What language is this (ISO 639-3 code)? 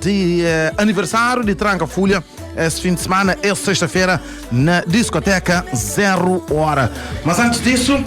kea